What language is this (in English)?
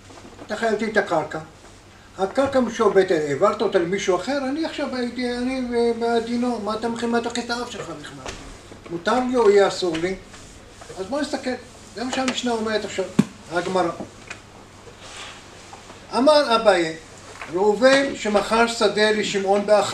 Hebrew